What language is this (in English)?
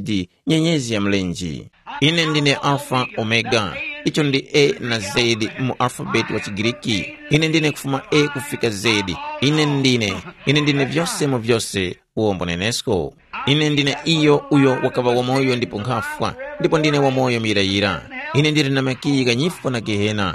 Tumbuka